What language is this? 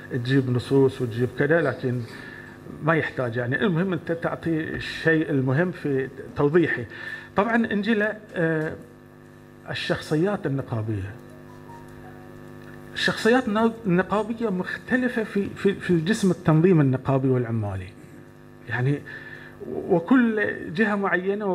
Arabic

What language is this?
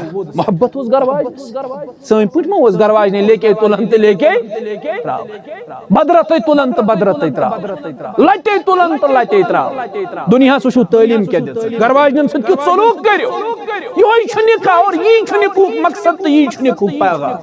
Kashmiri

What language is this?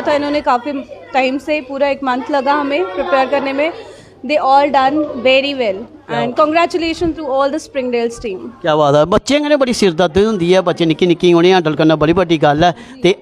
Dogri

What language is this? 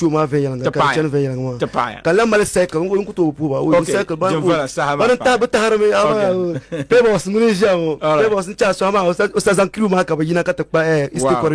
Dagbani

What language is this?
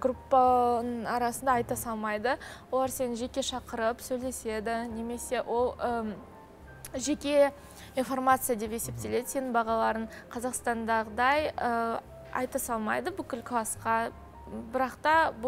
Kazakh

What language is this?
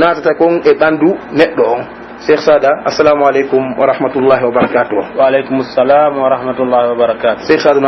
Pular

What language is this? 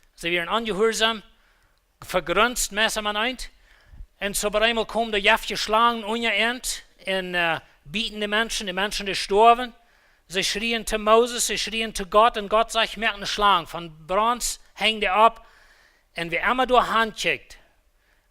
Plautdietsch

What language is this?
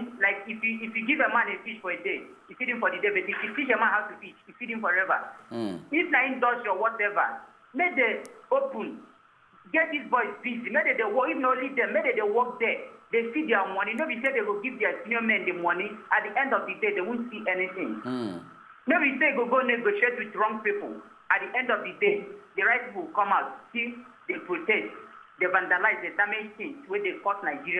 Nigerian Pidgin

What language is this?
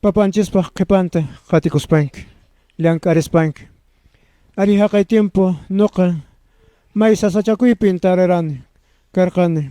Quechua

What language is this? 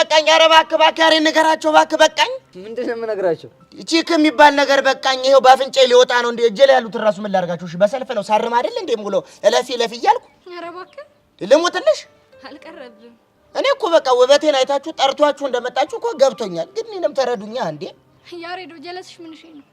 Amharic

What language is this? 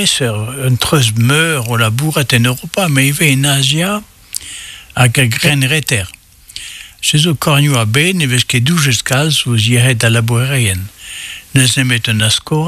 Breton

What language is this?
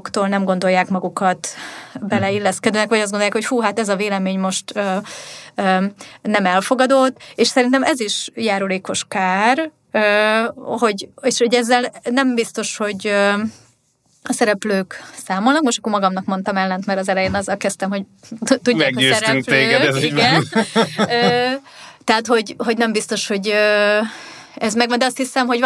Hungarian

